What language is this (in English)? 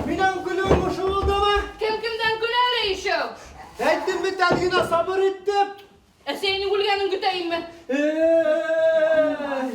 Bashkir